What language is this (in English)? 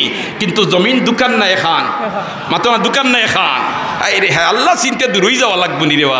Sylheti